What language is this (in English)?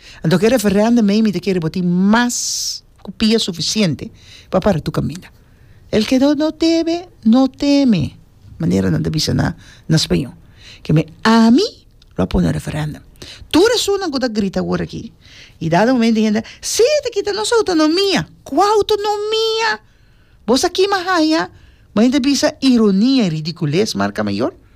Papiamento